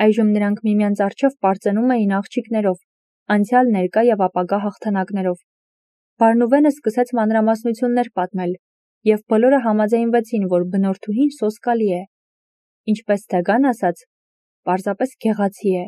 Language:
Armenian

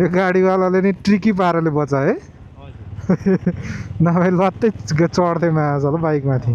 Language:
Nepali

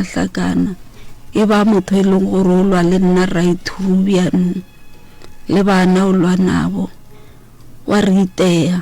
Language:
Northern Sotho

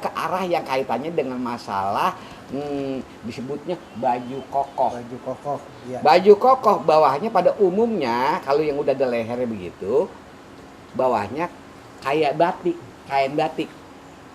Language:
Betawi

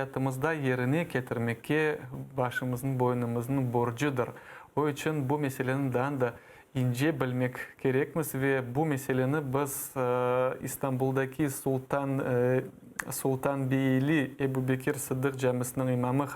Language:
Crimean Tatar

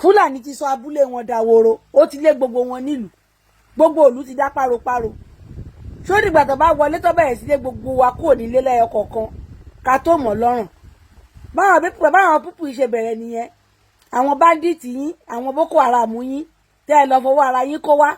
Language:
Yoruba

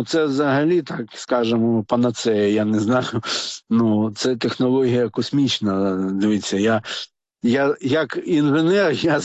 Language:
Ukrainian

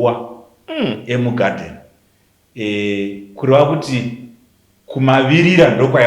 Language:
Shona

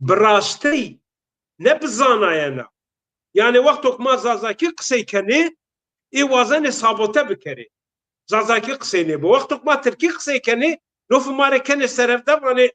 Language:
Zaza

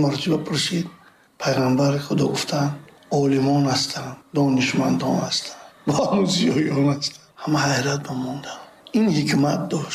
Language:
Tajik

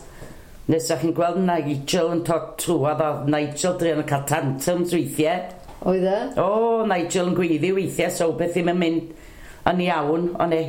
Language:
Welsh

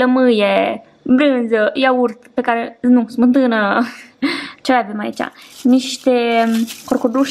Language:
Romanian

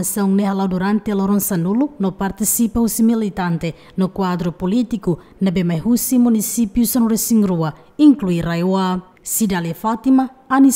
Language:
Tetum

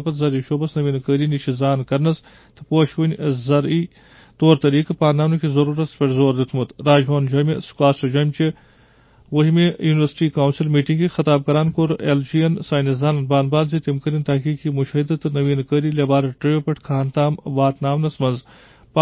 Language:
Kashmiri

